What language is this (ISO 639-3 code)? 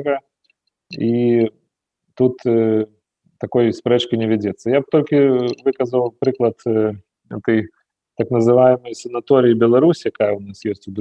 bel